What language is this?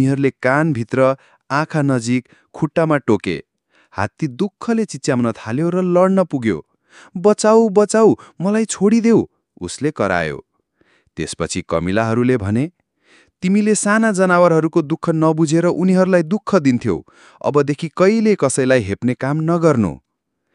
Nepali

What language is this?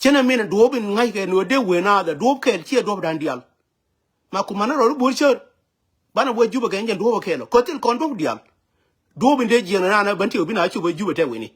Nuer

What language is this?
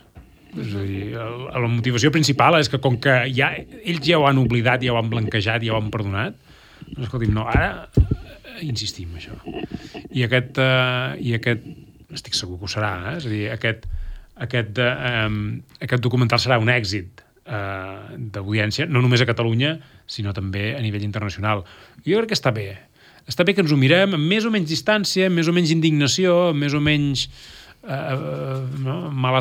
Catalan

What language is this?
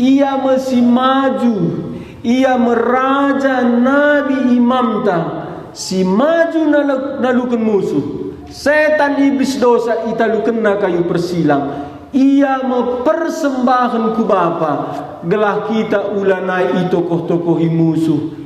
Batak Karo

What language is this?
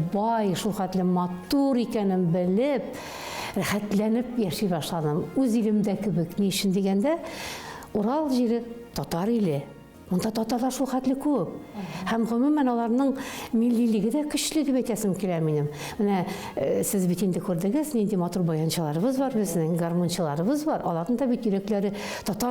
Tatar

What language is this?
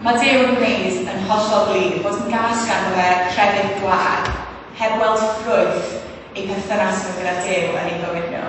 Welsh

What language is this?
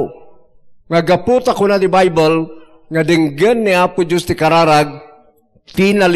Iloko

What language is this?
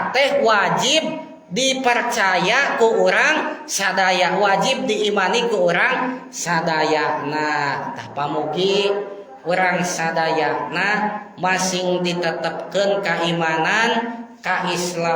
Sundanese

